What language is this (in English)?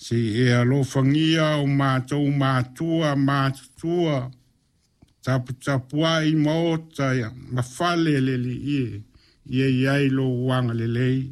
Samoan